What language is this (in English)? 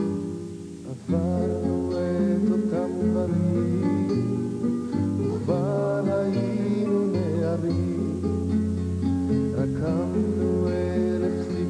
Hebrew